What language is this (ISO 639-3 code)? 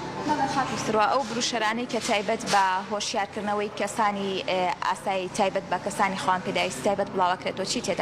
ckb